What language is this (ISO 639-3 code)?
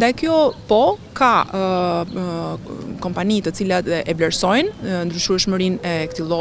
sqi